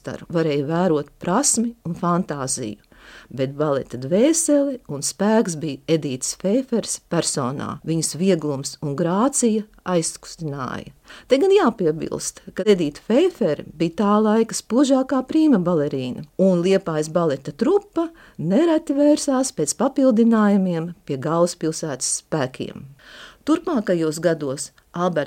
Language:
Latvian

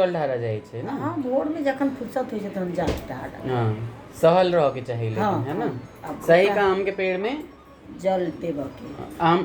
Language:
Maithili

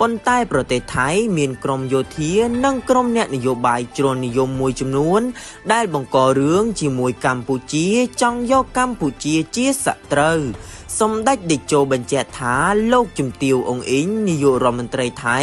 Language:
Khmer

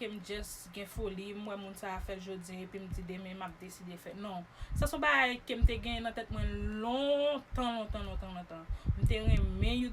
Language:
Haitian Creole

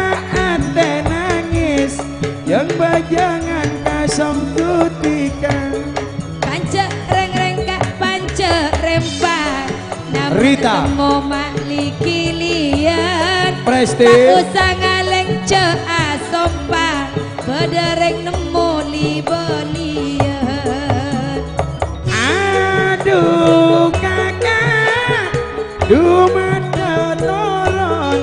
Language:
Madurese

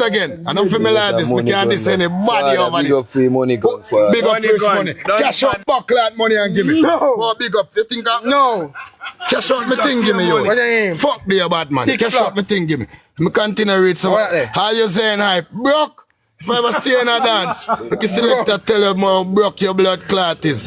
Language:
Jamaican Creole English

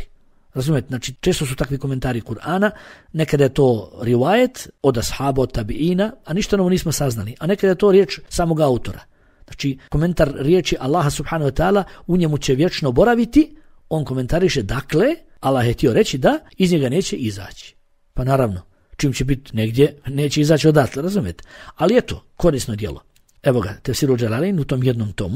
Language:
Bosnian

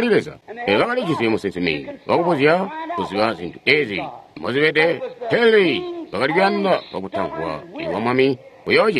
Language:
Tonga (Zambia)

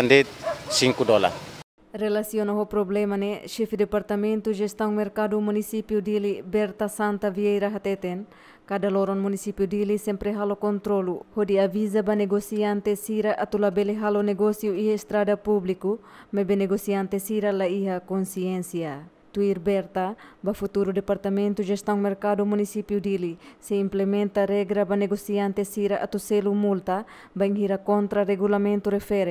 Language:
Tetum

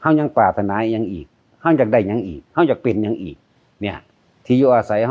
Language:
Lao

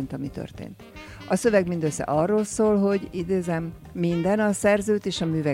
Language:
Hungarian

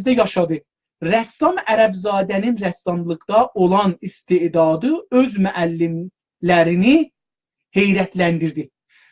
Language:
South Azerbaijani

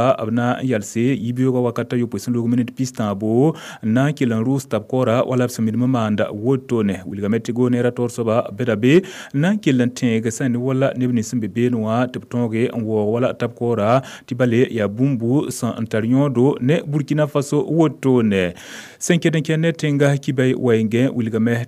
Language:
Mossi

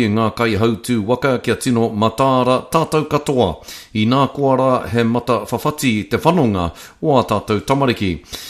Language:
Māori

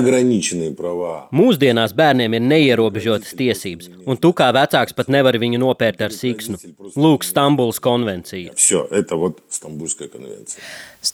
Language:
Latvian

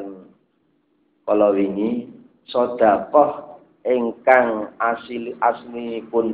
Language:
Javanese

